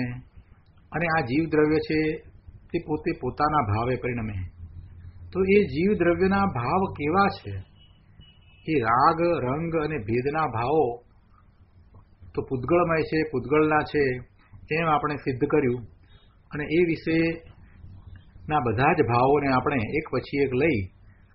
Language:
Gujarati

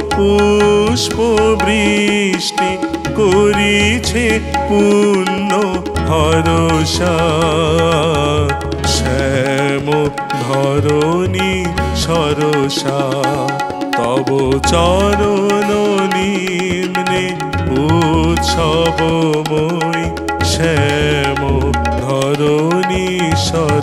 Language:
Bangla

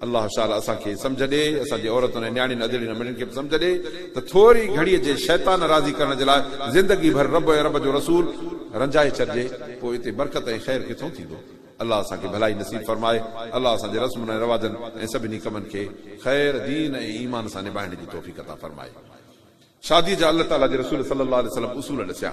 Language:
Sindhi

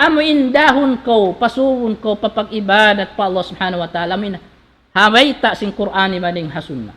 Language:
Tausug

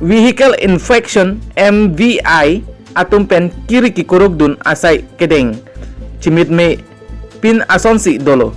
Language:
Karbi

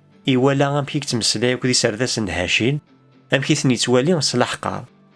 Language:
Kabyle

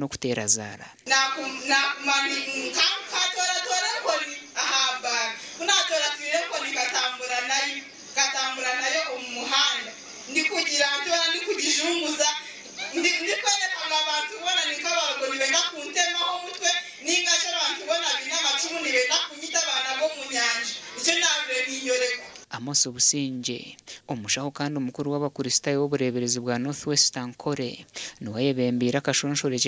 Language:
Nyankole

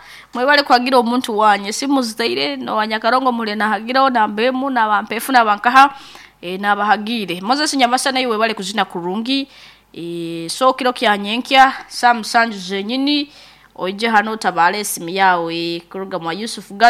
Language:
Nyoro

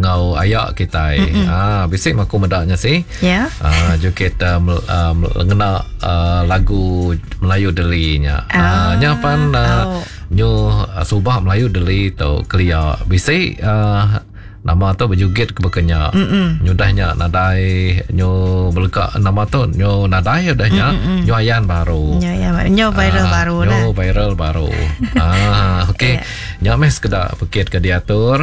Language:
Iban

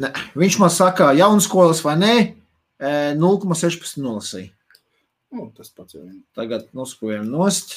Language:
Latvian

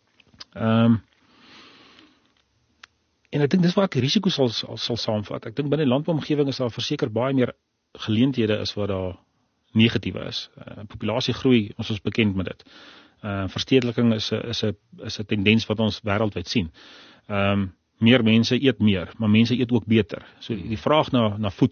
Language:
Afrikaans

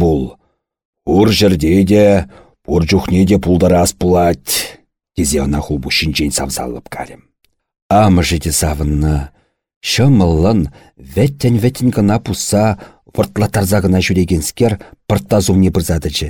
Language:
Chuvash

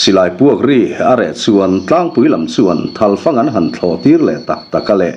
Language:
Mizo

